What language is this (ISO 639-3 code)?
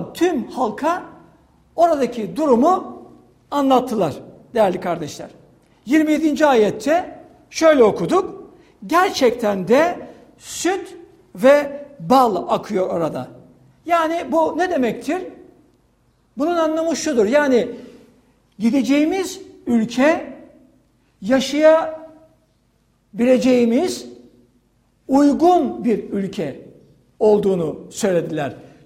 tur